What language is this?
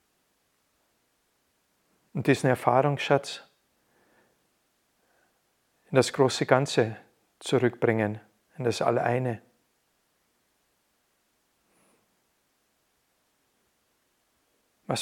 German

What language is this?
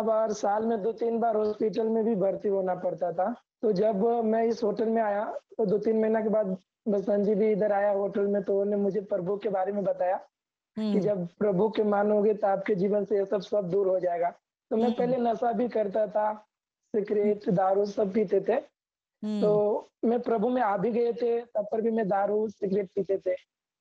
Hindi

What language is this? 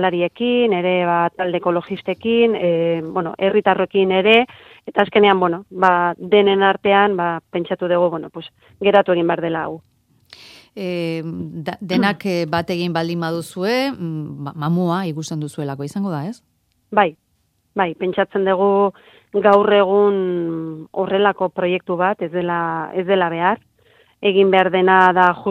Basque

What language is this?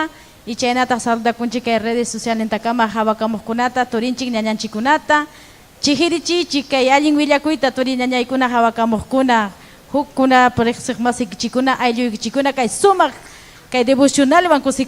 Ayacucho Quechua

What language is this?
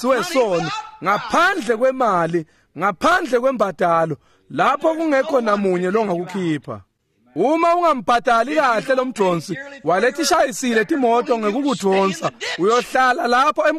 Swati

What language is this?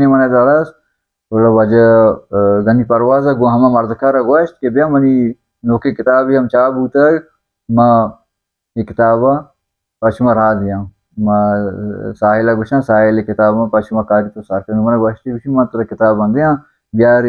Baluchi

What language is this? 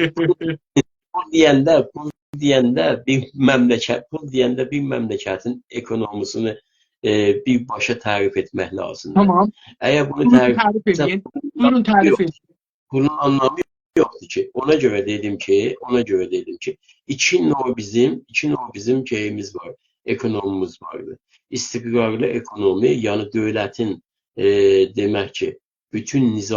South Azerbaijani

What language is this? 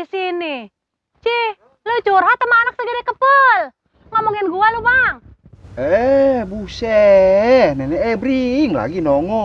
Betawi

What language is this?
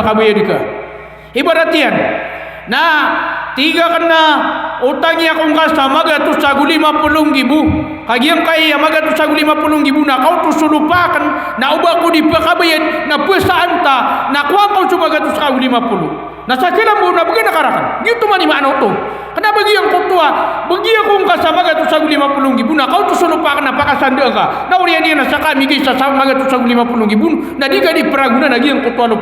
Maranao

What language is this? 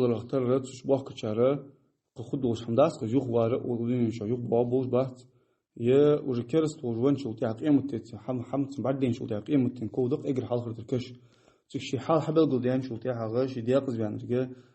Ingush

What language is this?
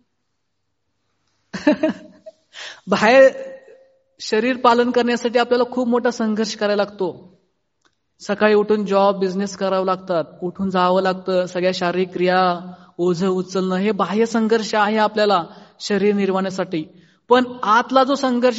Marathi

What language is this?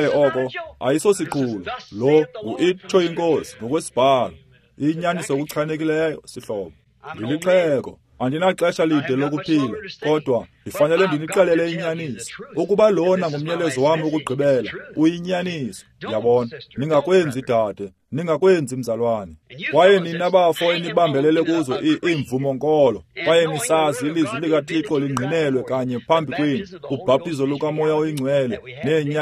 Xhosa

